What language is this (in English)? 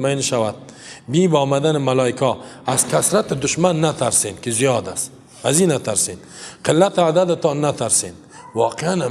Persian